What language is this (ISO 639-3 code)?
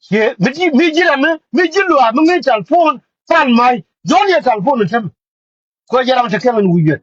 nus